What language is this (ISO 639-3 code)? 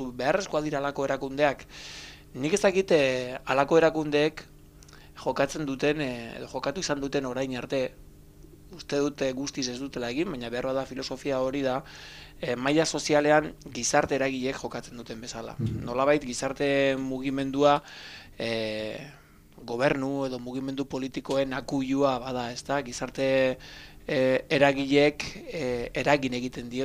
eus